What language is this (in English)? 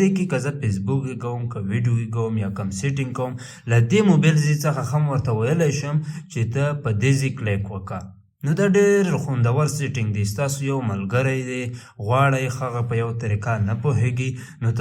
Pashto